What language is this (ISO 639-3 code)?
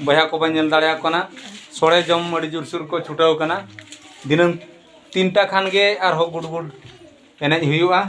sat